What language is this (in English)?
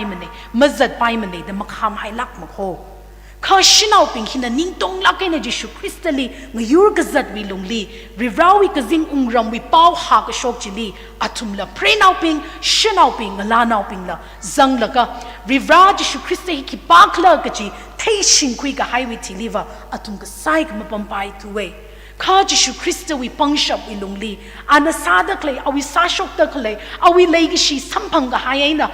Tangkhul Naga (India)